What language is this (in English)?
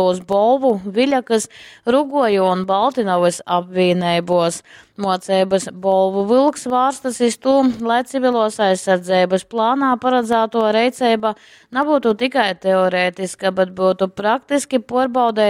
Latgalian